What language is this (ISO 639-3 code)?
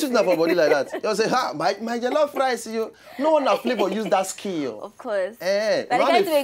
pcm